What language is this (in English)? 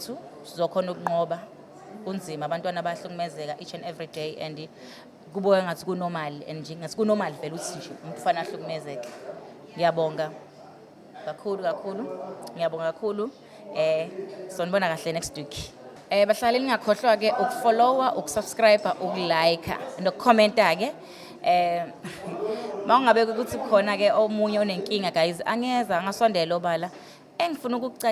Zulu